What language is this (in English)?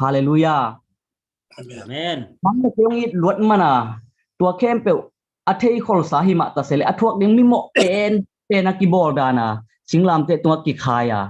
Tedim Chin